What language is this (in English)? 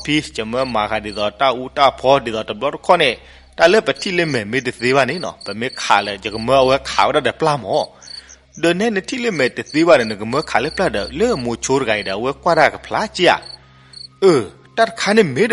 S'gaw Karen